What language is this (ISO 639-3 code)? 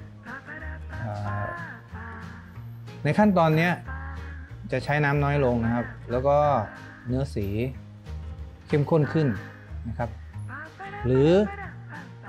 tha